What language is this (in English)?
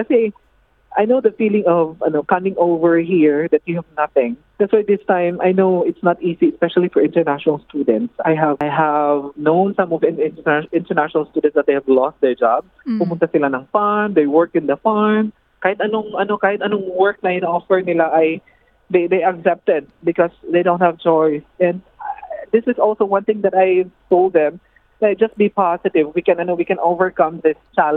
Filipino